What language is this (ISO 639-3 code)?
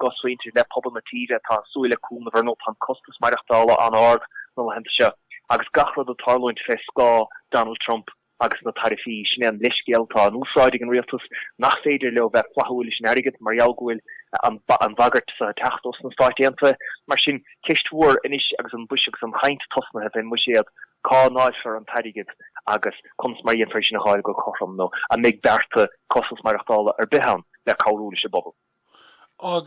gle